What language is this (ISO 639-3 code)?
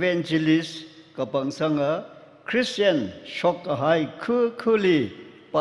nmf